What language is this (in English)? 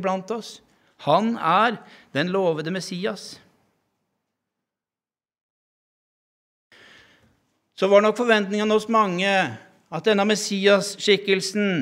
Norwegian